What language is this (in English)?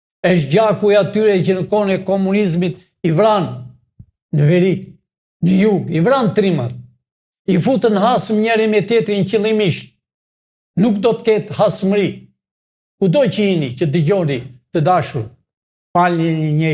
Albanian